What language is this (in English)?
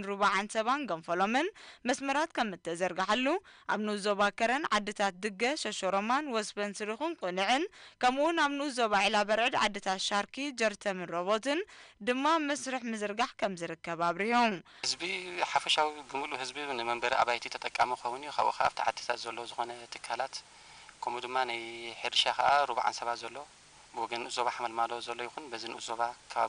Tigrinya